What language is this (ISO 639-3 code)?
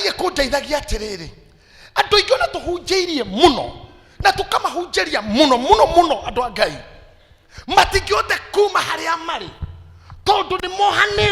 kik